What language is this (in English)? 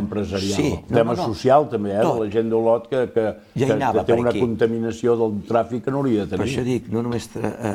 Catalan